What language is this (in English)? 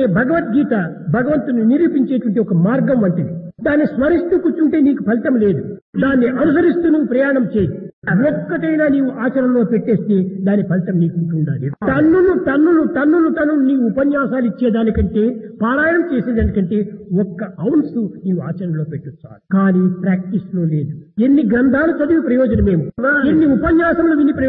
Telugu